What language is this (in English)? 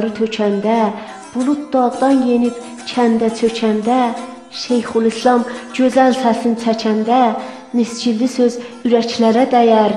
South Azerbaijani